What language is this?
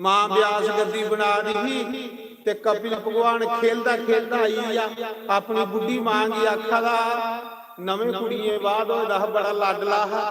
Dogri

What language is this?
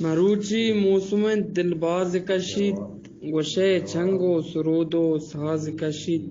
Eastern Balochi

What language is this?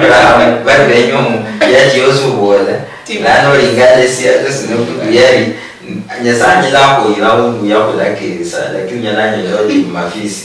Luyia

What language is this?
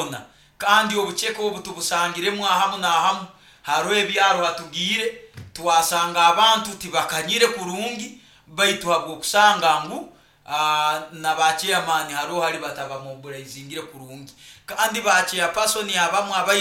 Nyoro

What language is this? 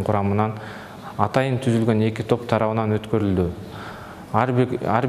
Kyrgyz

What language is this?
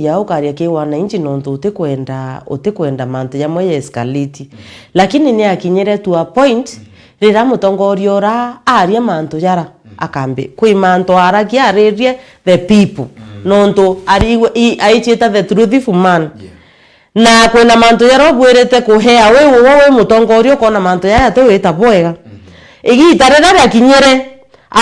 Meru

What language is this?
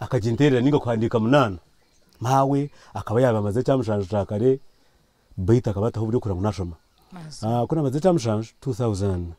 Nyankole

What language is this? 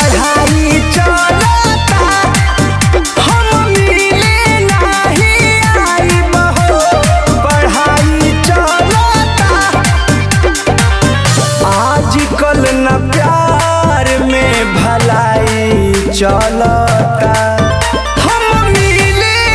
Bhojpuri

